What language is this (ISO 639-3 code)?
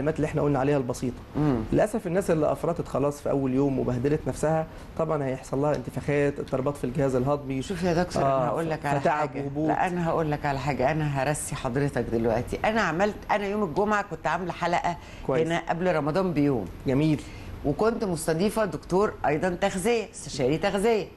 arz